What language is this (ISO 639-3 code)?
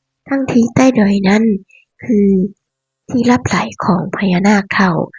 tts